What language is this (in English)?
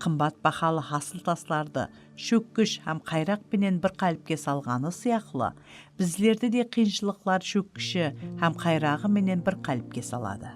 Kara-Kalpak